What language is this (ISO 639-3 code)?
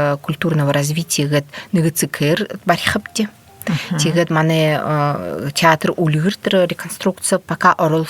bua